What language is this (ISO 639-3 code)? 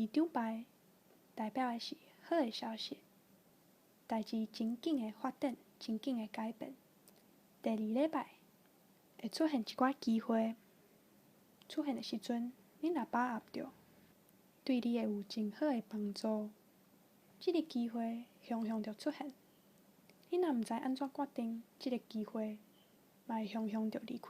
nan